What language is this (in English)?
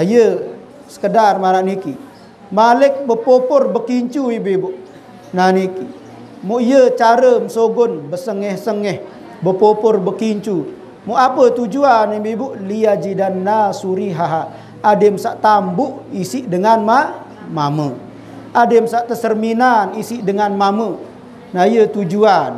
Sasak